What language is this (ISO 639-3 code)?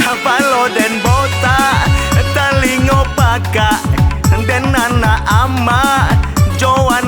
min